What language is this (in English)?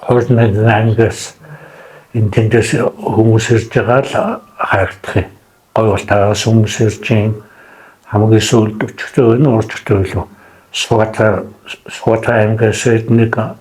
Mongolian